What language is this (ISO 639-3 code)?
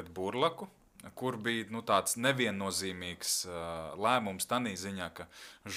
lav